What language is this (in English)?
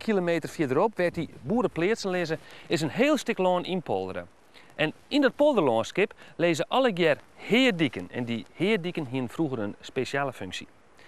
Western Frisian